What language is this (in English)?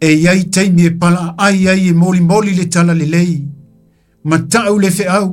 Samoan